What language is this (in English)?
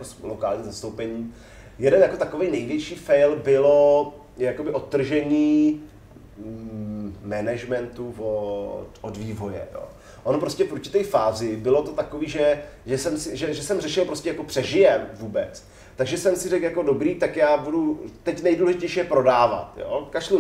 Czech